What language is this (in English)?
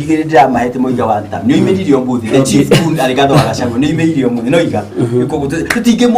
Kikuyu